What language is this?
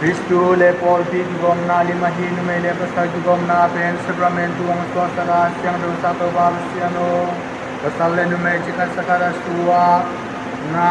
Tedim Chin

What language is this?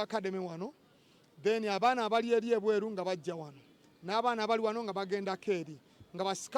Ganda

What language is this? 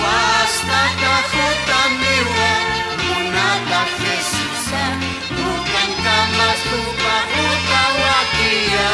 Aymara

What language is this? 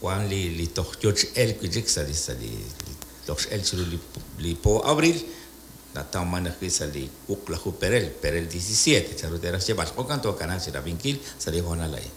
Kekchí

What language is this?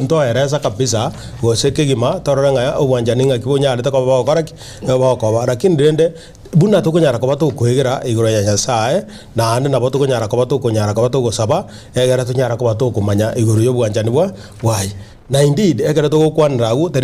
Gusii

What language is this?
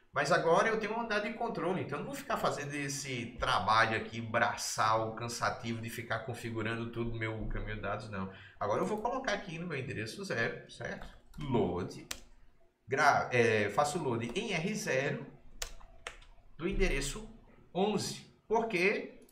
Portuguese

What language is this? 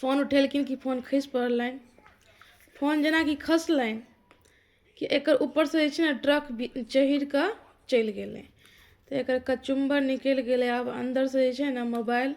Maithili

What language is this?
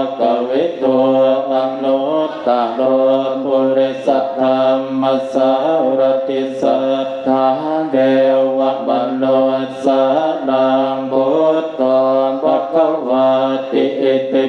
Pali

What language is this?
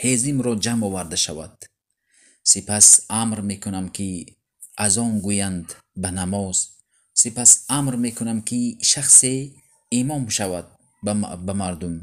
Tajik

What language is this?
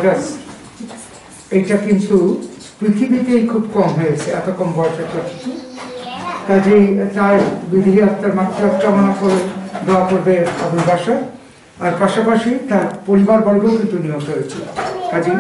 Bangla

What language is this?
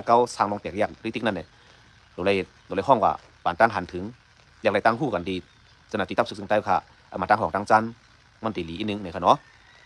Shan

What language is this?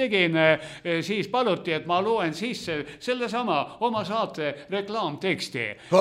Estonian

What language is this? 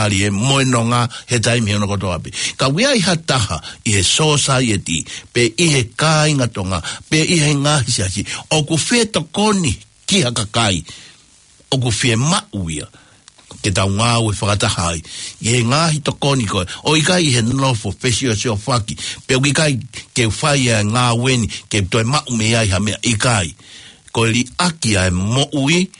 Tongan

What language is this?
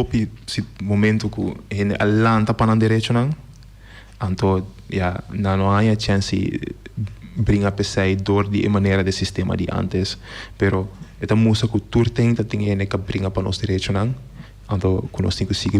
Papiamento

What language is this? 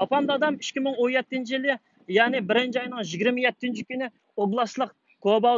Uyghur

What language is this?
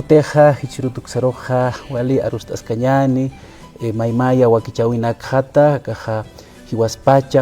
Aymara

